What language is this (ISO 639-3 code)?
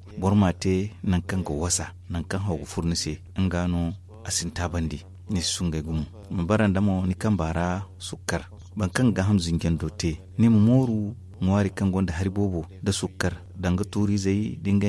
dje